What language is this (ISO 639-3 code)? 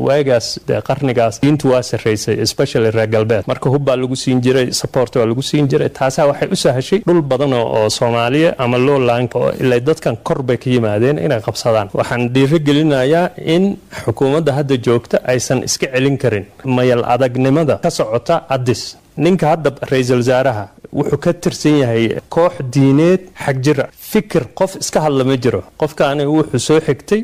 som